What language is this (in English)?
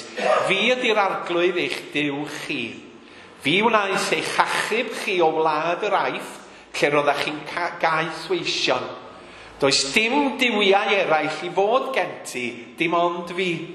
Welsh